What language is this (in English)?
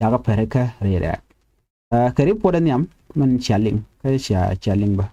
Nuer